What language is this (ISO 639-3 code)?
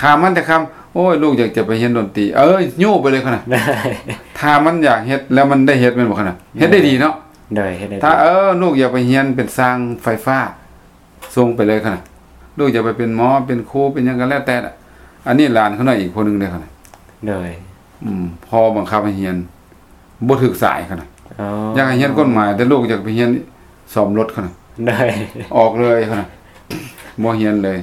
lao